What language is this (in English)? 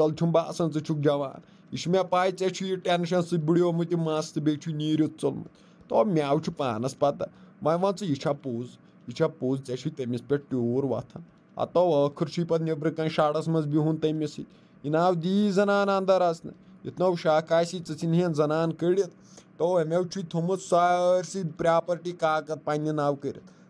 Kashmiri